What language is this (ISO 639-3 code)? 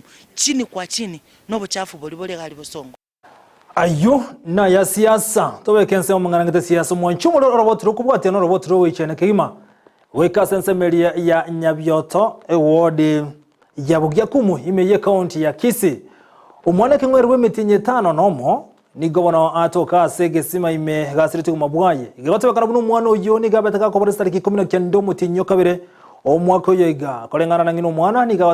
guz